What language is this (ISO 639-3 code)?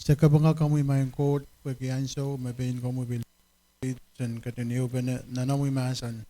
pon